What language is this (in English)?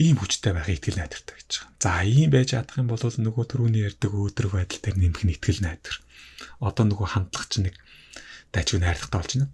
Mongolian